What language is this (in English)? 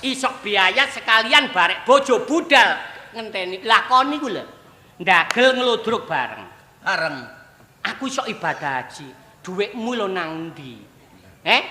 Javanese